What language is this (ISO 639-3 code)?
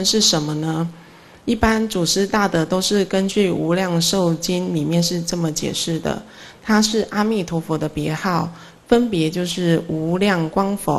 zho